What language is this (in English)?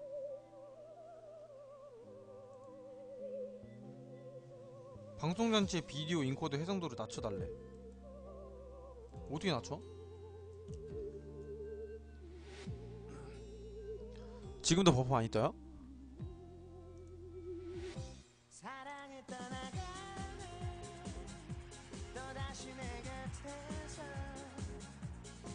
Korean